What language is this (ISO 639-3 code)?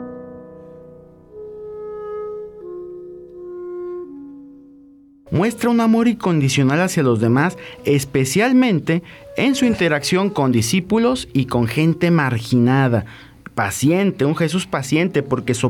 spa